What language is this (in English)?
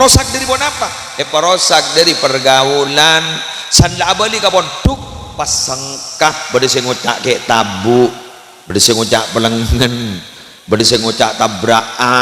Madurese